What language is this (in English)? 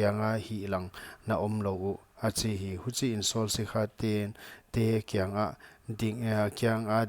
Paite Chin